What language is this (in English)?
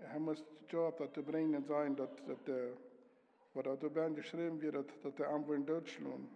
Plautdietsch